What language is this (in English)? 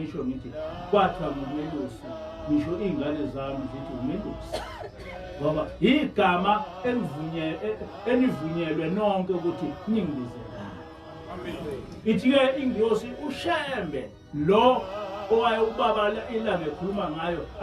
Zulu